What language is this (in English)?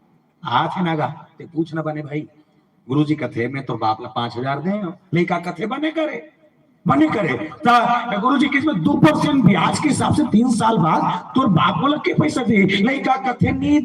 Chhattisgarhi